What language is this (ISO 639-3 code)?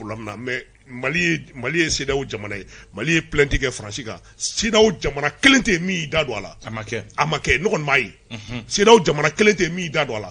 bam